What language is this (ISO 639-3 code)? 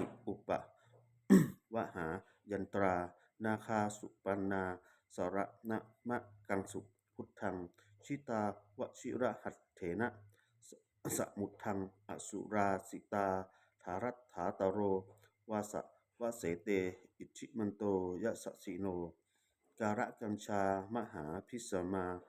pli